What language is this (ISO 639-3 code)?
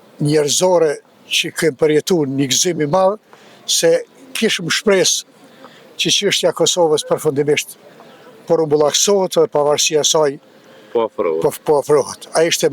sqi